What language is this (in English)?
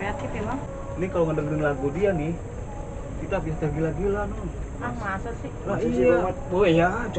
Betawi